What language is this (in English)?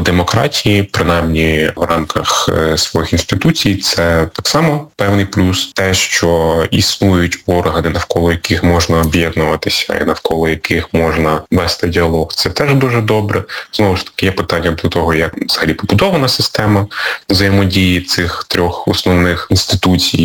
Ukrainian